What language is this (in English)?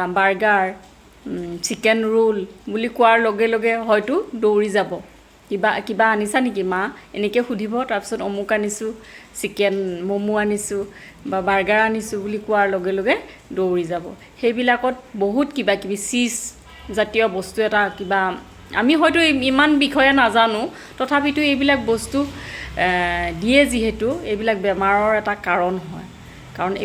Assamese